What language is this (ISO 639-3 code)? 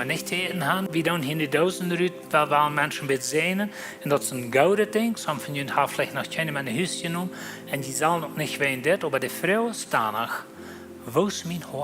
pdt